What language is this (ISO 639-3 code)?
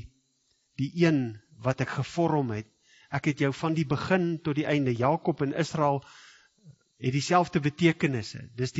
afr